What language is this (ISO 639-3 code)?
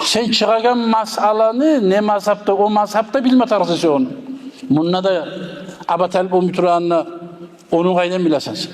kum